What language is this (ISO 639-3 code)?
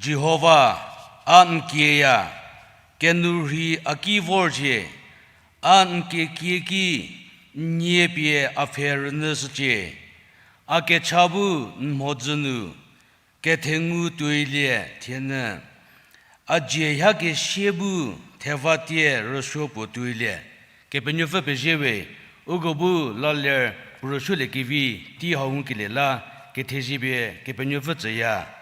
njm